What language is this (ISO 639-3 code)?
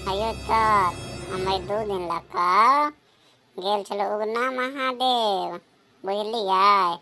mai